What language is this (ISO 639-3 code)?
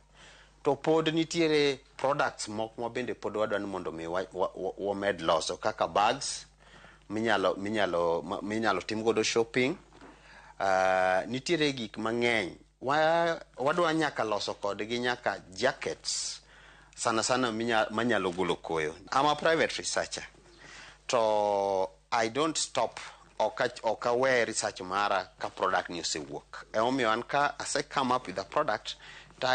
luo